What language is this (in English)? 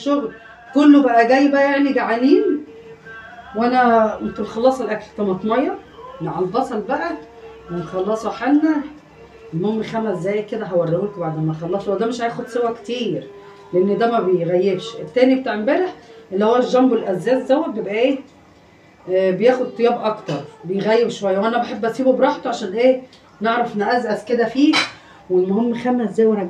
Egyptian Arabic